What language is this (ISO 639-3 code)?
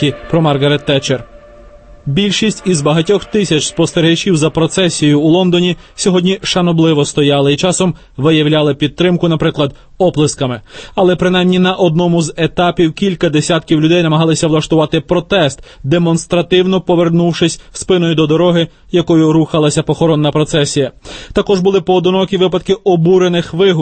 ukr